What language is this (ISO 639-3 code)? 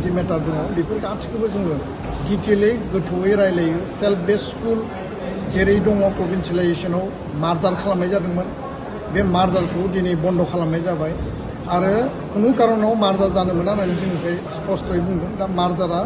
brx